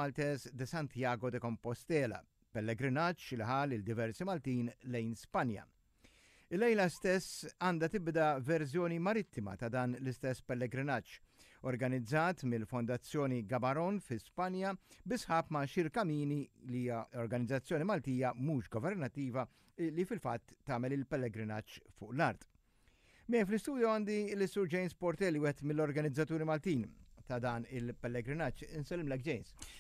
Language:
Maltese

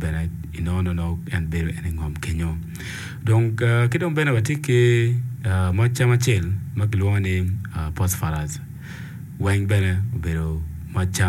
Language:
Acoli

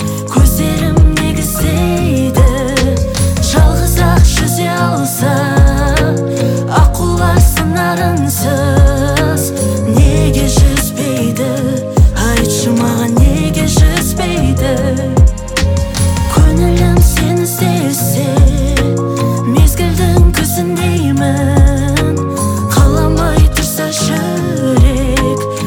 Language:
Kazakh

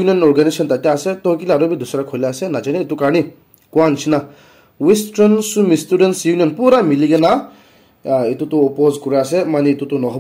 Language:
Naga Pidgin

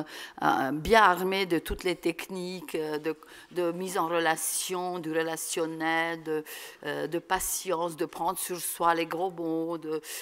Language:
French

